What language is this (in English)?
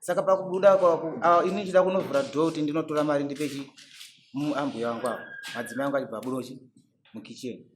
Shona